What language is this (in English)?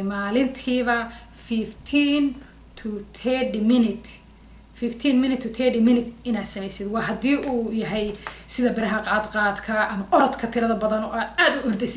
Somali